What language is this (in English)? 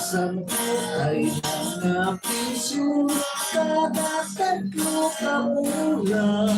Hiligaynon